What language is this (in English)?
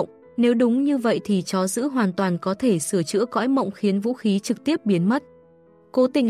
Vietnamese